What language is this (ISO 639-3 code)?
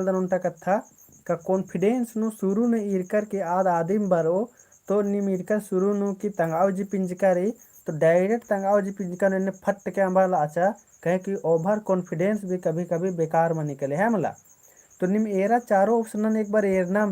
kru